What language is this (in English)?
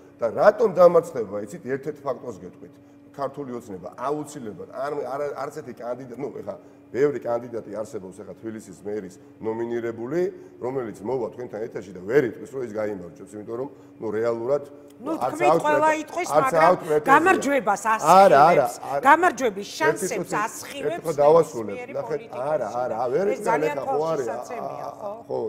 Georgian